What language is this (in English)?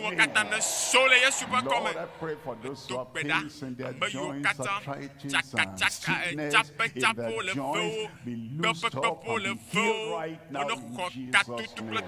Ewe